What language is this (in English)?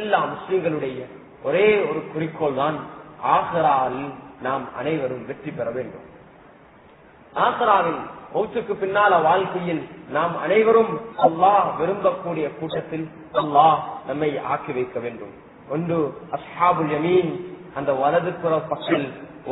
Tamil